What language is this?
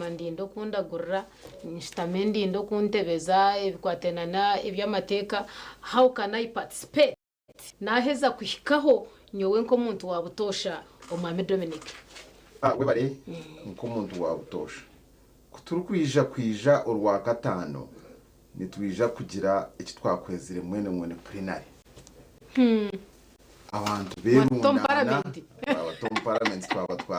Nyankole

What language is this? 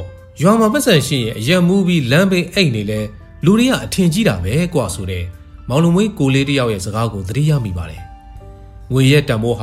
Burmese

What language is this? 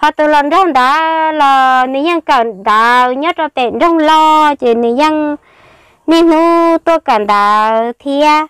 Hmong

